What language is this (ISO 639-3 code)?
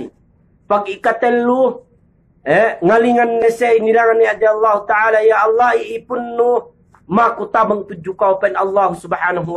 yka